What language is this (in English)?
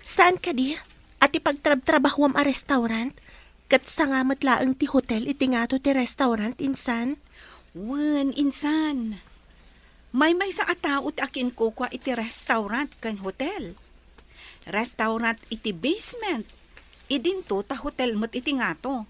Iloko